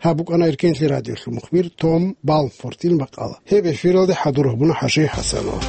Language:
Avaric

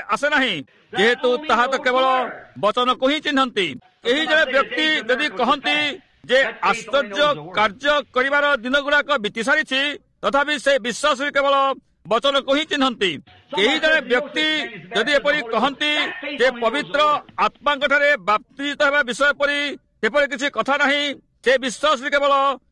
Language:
Odia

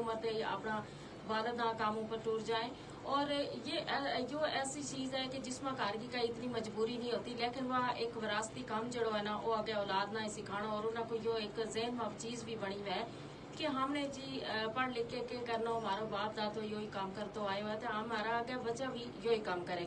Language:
Gujari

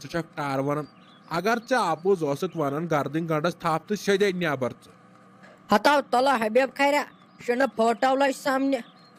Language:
Kashmiri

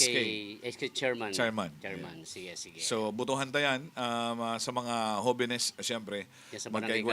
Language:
Bikol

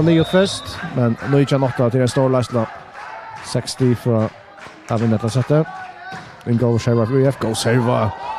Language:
Faroese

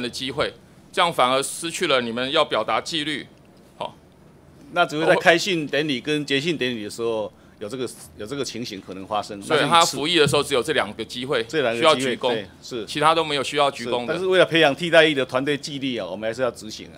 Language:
Chinese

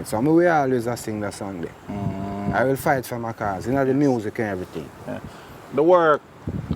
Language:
Jamaican Creole English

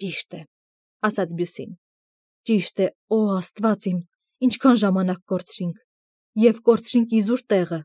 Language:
Armenian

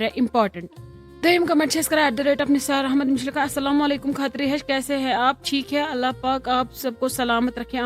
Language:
Kashmiri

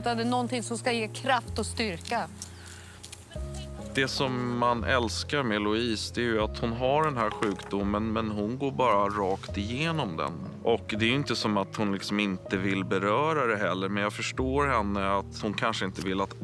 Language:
Swedish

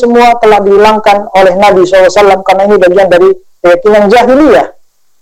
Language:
Indonesian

